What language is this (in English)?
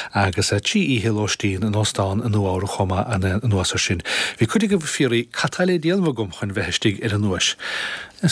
Irish